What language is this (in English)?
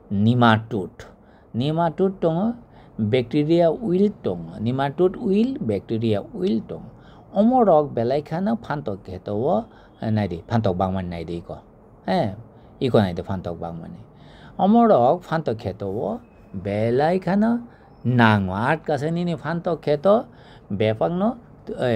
Kok Borok